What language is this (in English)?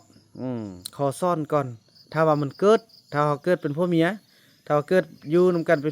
Lao